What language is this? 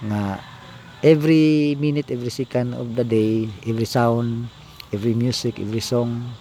Cebuano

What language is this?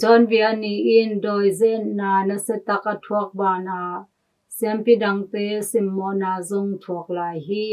Tedim Chin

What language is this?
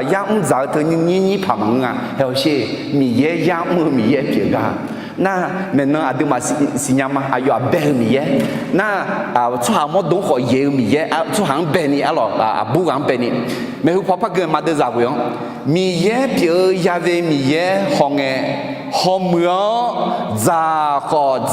Akha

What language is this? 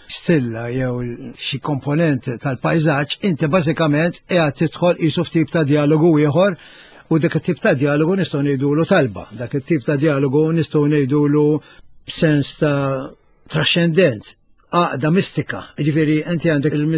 Maltese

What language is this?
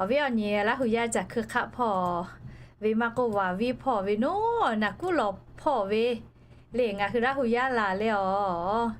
Lahu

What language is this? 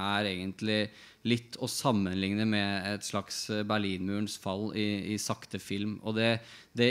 Norwegian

